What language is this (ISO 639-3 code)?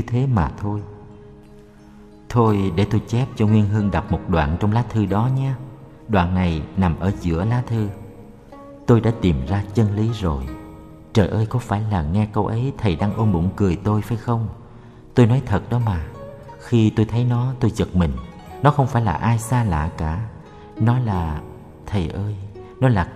vie